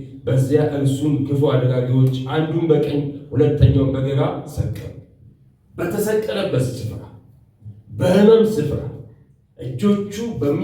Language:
Amharic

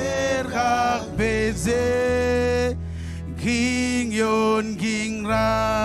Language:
Marshallese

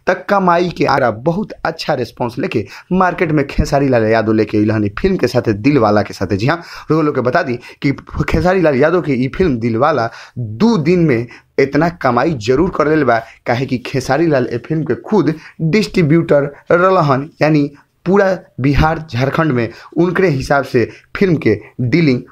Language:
Bhojpuri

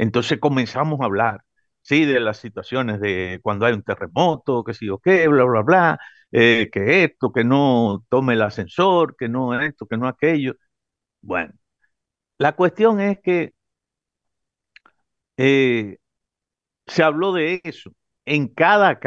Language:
Spanish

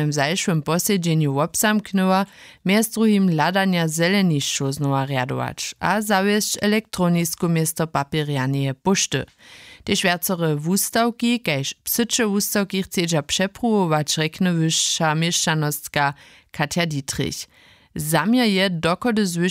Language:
Upper Sorbian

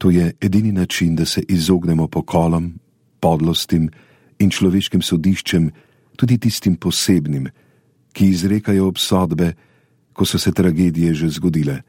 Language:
Slovenian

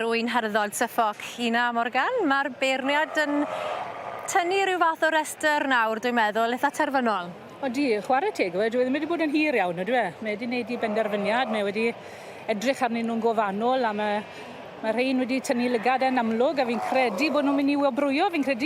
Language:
Welsh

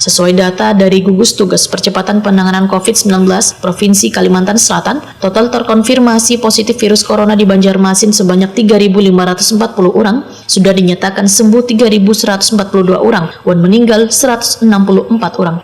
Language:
Banjar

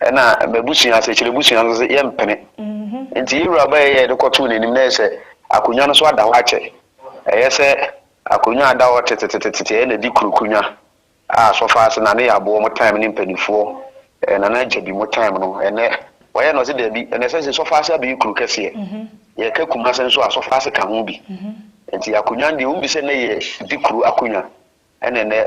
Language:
Akan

